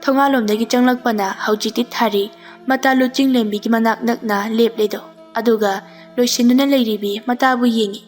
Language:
Manipuri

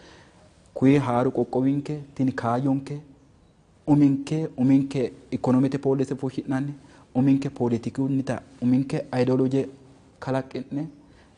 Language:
Sidamo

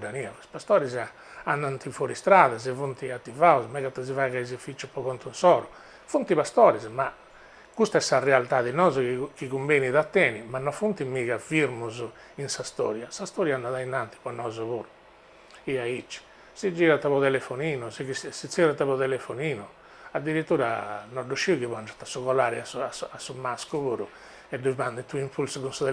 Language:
Sardinian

